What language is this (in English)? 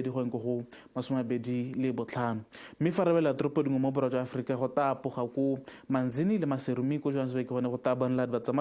Tswana